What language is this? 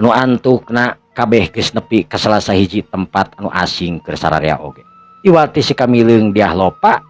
Sundanese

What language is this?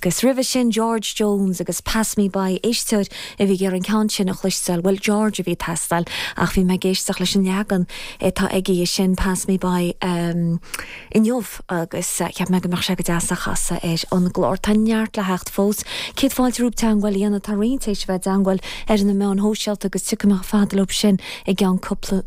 Irish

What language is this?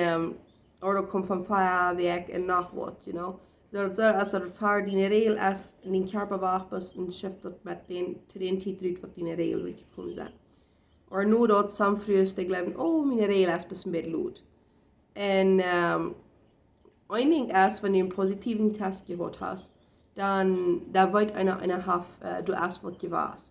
Plautdietsch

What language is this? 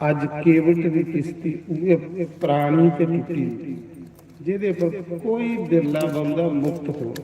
Dogri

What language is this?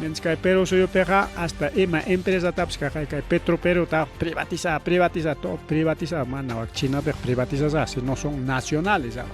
Ayacucho Quechua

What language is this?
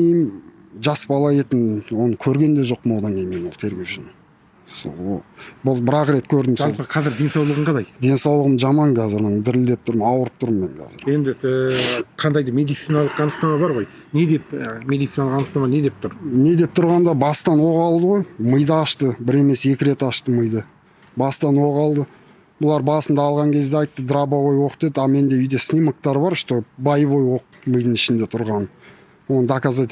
Kazakh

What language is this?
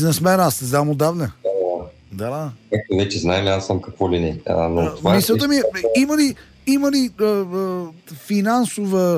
Bulgarian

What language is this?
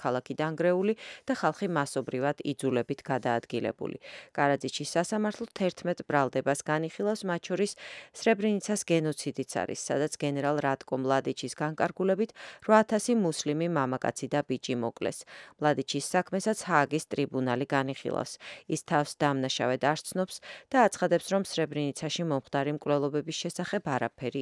Georgian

